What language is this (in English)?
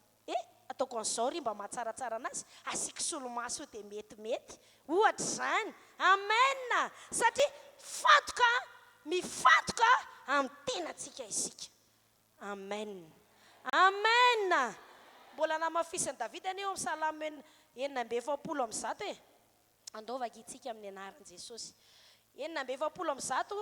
Malagasy